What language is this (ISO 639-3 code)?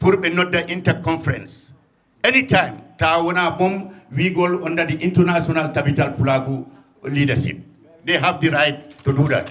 ful